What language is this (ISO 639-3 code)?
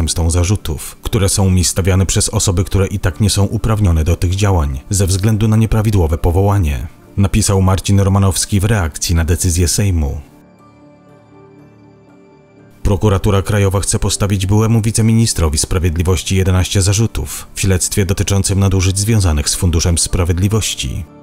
pol